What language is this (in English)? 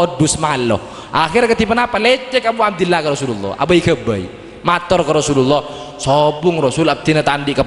Madurese